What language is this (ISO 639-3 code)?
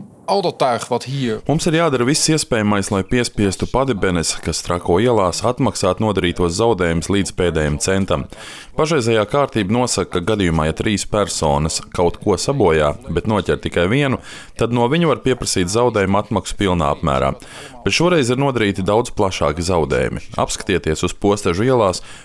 lav